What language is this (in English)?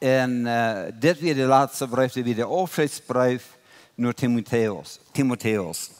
Plautdietsch